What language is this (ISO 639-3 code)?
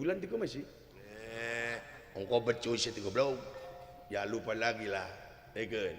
sun